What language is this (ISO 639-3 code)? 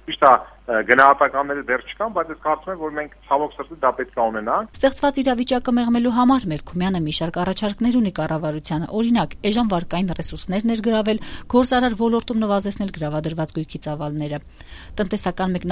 hye